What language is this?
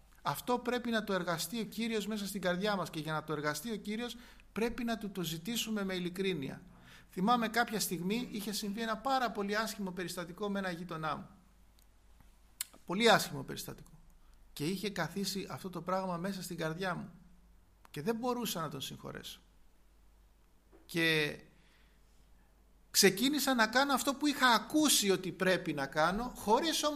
Greek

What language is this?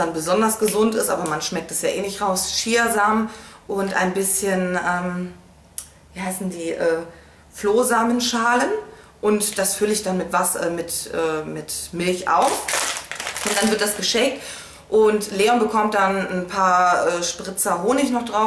German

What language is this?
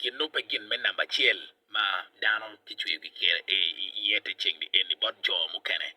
Acoli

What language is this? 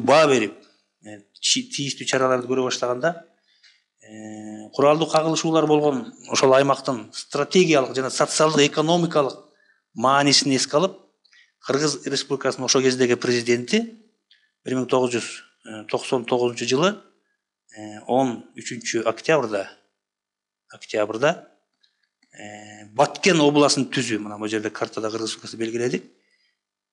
Kyrgyz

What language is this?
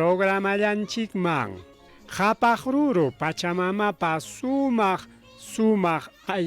Ayacucho Quechua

